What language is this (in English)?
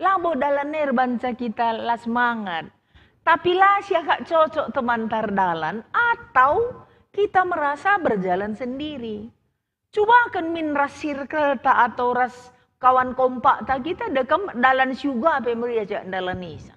Batak Karo